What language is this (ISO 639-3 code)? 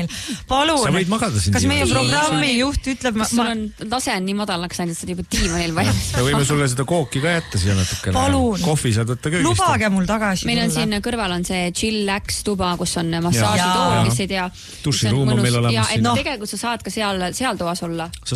est